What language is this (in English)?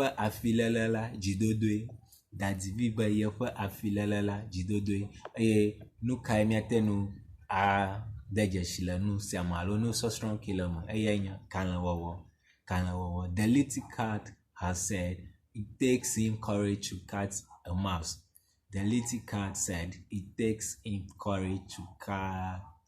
Ewe